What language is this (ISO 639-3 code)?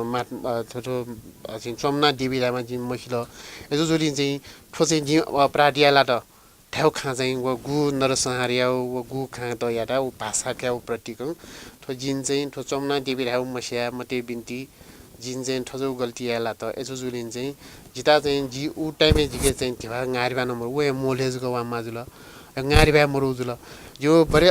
new